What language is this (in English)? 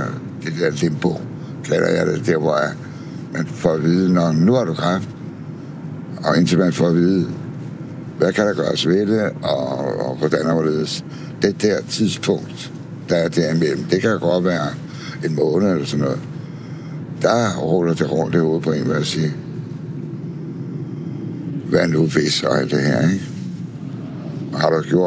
Danish